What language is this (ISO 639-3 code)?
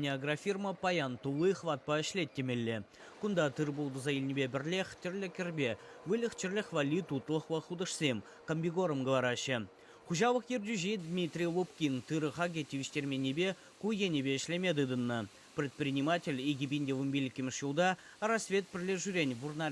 chv